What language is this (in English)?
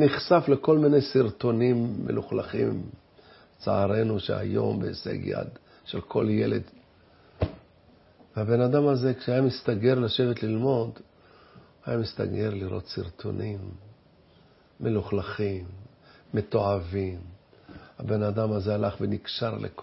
Hebrew